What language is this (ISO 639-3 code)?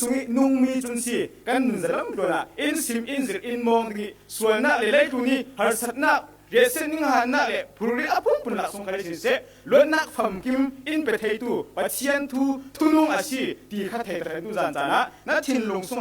cfm